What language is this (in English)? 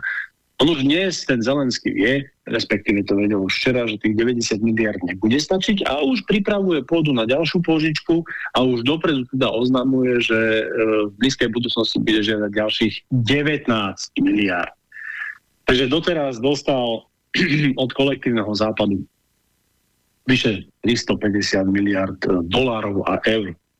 Slovak